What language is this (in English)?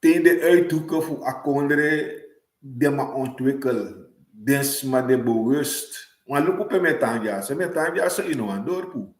Sranan Tongo